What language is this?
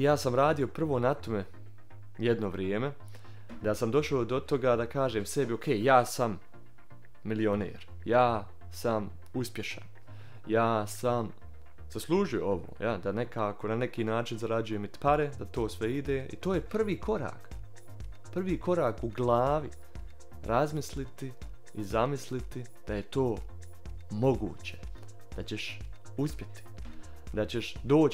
Bosnian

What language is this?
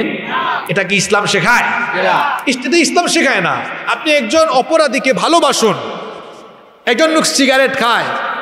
Bangla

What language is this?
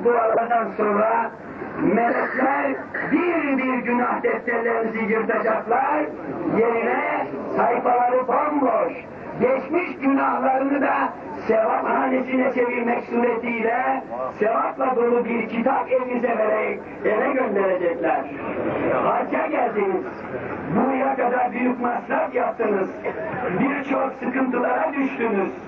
Turkish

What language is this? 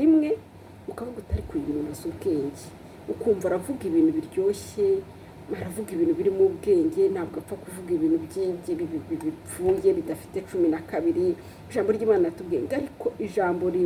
Kinyarwanda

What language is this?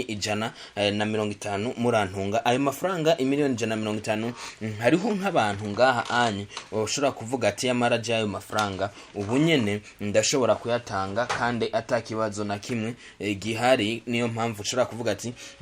Rundi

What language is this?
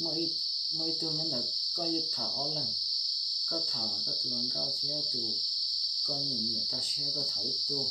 Hmong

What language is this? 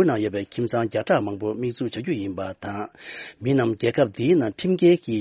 Tibetan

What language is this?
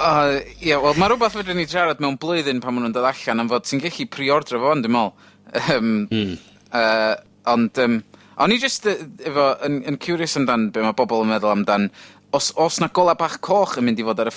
Welsh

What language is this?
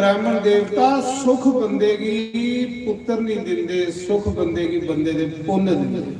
Dogri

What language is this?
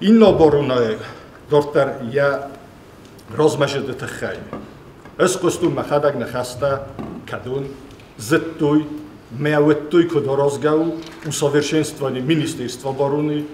Ossetic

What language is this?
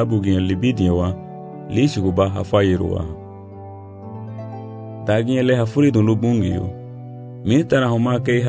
Garifuna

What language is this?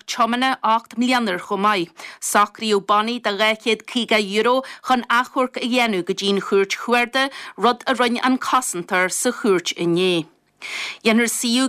Irish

